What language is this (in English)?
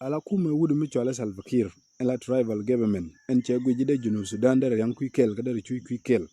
Nuer